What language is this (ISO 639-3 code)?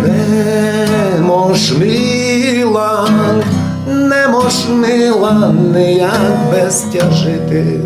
rue